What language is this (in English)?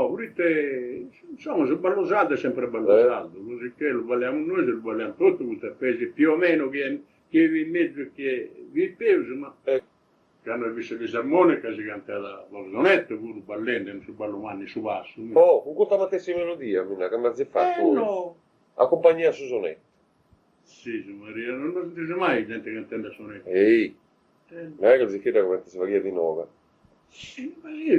Sardinian